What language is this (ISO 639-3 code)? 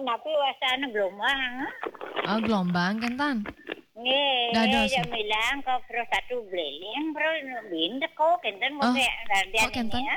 ban